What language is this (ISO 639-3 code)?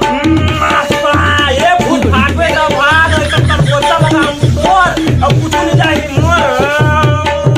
hne